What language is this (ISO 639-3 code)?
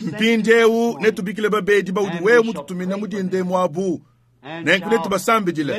lua